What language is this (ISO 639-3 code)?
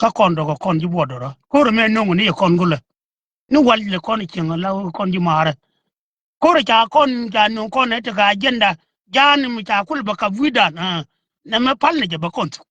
nus